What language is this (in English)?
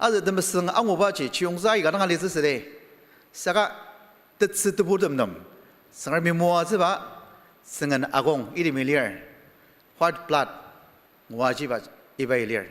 Ao Naga